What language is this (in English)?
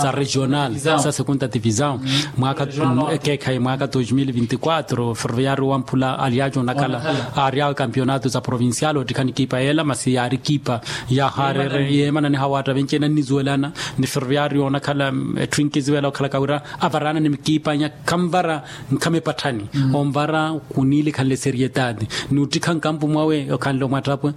Makhuwa